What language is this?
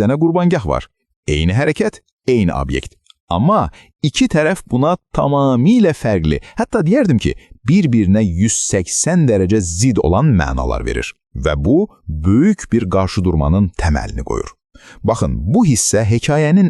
Azerbaijani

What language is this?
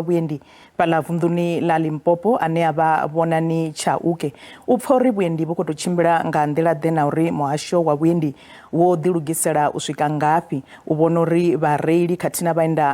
Venda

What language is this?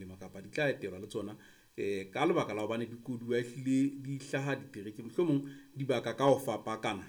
Southern Sotho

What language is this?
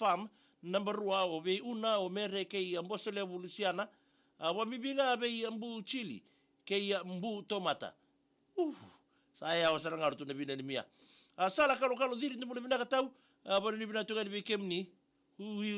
Fijian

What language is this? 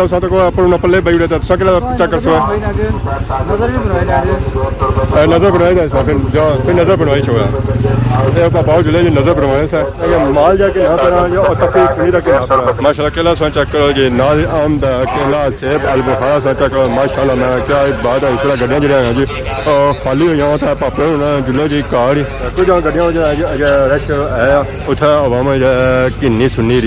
Pahari-Potwari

